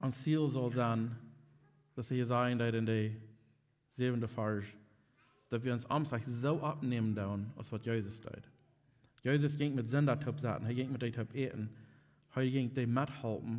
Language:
Plautdietsch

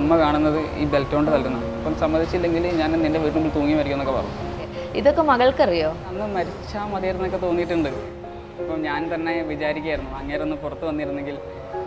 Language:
Malayalam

